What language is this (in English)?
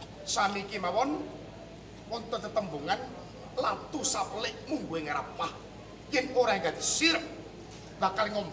Javanese